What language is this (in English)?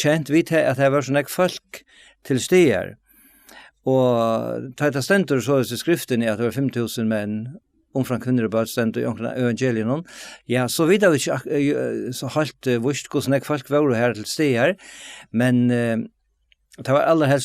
Faroese